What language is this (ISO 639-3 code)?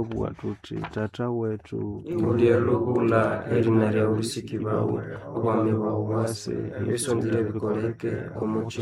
nnb